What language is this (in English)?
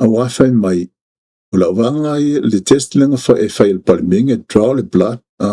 Samoan